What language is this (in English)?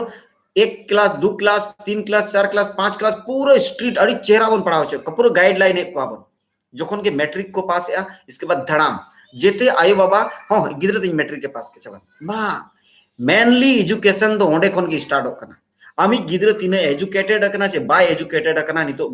Santali